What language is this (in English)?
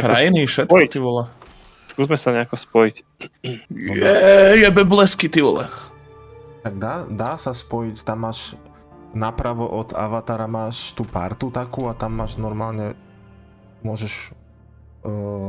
Slovak